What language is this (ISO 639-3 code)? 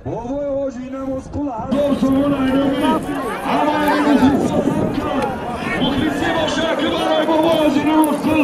tgk